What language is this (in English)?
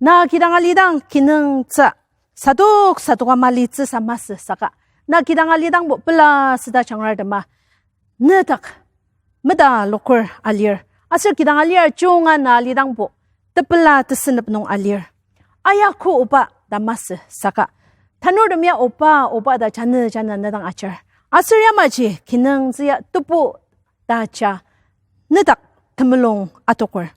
Ao Naga